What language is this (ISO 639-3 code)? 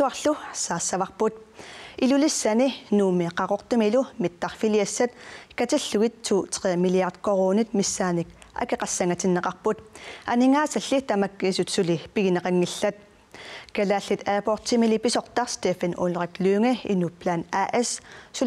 kal